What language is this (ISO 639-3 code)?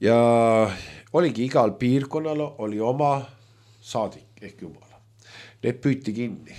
est